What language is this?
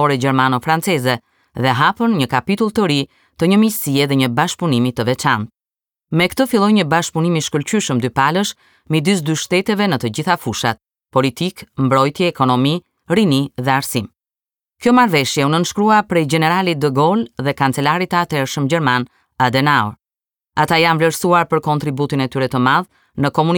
Albanian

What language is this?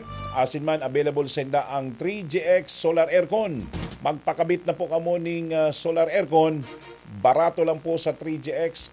Bikol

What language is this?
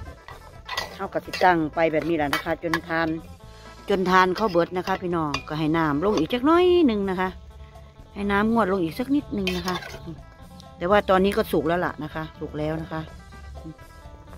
Thai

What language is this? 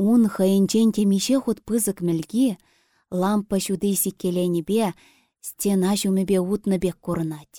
Chuvash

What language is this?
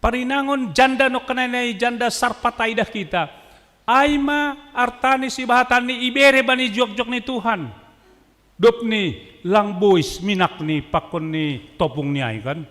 Batak Simalungun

